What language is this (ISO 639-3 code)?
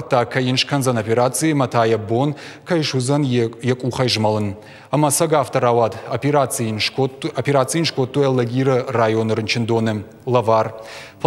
oss